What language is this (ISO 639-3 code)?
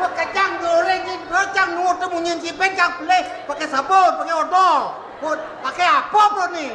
ban